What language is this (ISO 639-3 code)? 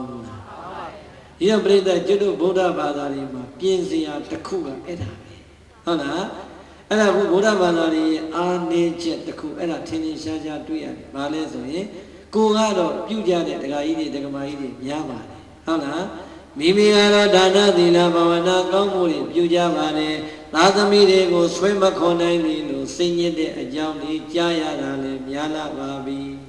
mya